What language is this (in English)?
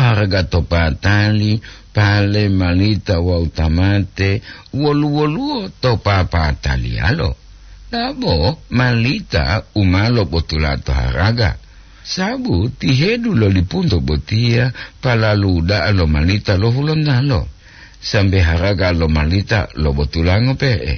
Gorontalo